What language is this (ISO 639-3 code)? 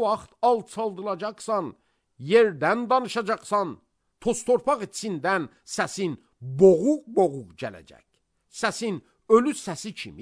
aze